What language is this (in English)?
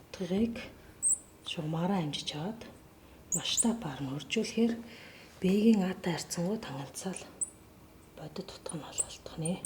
Mongolian